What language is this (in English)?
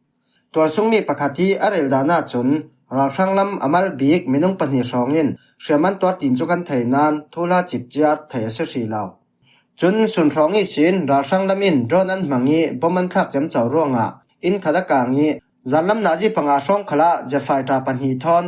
Falam Chin